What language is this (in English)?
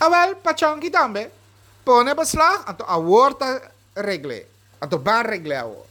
Papiamento